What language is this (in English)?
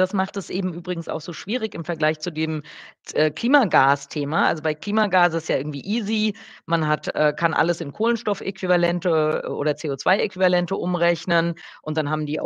German